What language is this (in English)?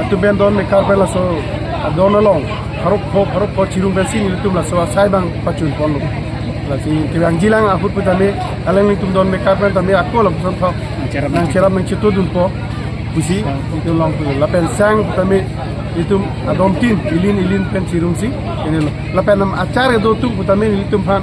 Karbi